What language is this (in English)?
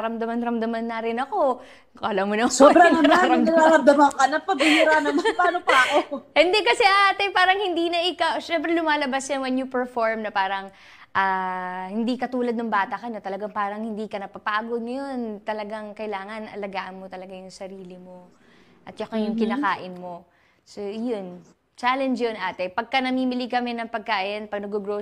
Filipino